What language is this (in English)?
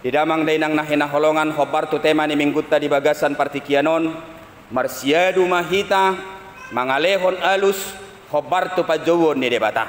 Batak Toba